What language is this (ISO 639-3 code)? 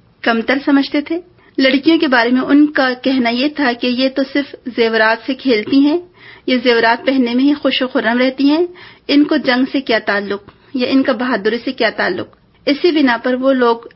urd